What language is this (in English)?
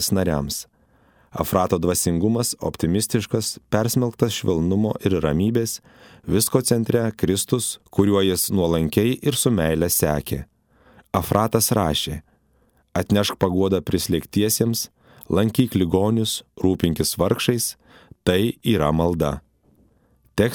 Lithuanian